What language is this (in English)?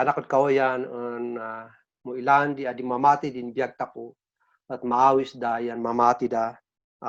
Kankanaey